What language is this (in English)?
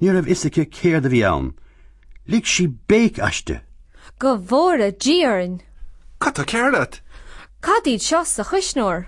Irish